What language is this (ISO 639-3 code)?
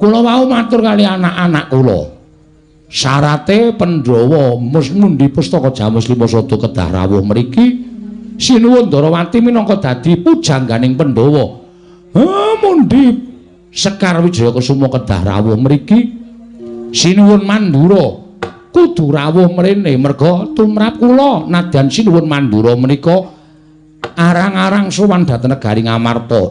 jav